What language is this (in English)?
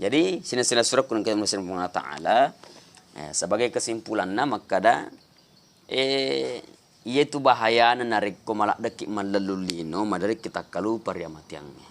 Buginese